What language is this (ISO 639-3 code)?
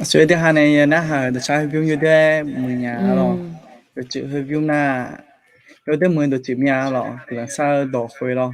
ahk